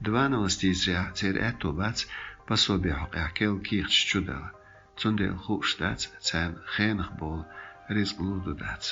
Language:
Chechen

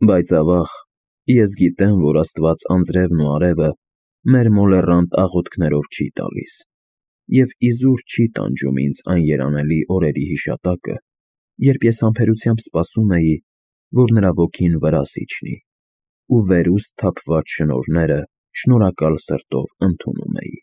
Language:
Armenian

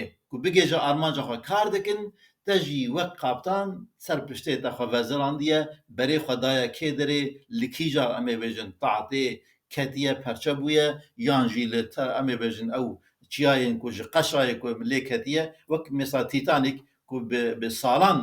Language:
Kurdish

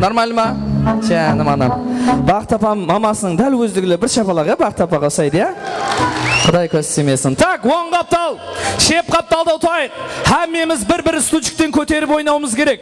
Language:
Kara-Kalpak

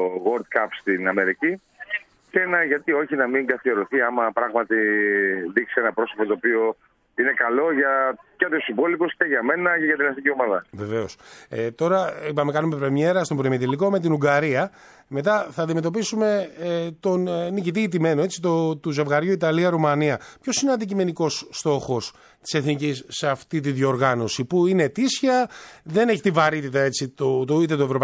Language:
Greek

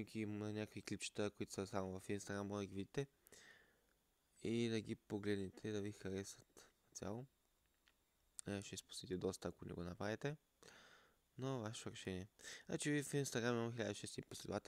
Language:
Bulgarian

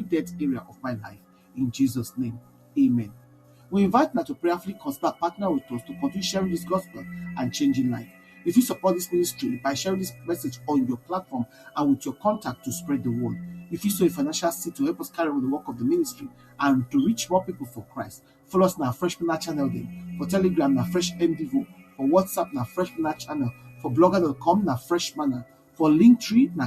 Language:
Nigerian Pidgin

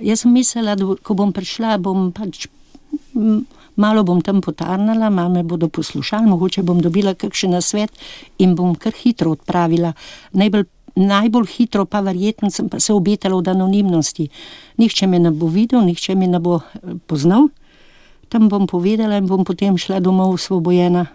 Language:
Slovenian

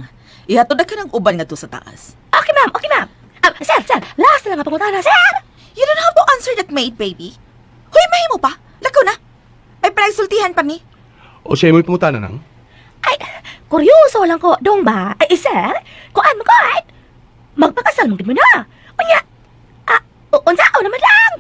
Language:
Cebuano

